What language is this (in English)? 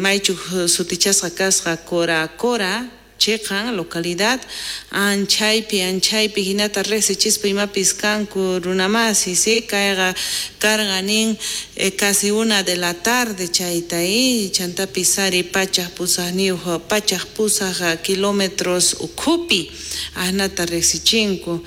South Bolivian Quechua